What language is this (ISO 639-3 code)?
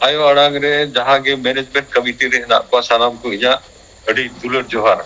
sat